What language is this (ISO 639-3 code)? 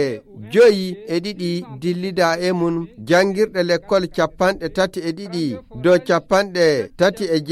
ful